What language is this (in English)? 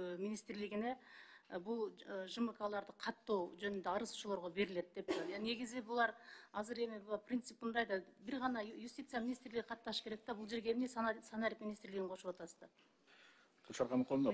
Kyrgyz